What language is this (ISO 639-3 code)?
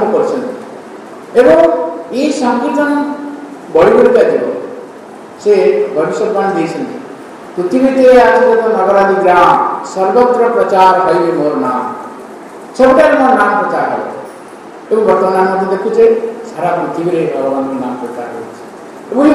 ori